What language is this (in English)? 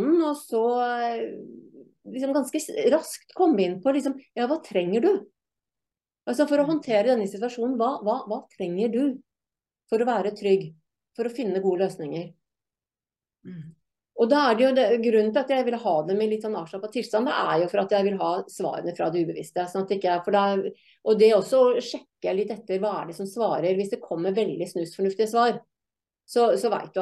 Norwegian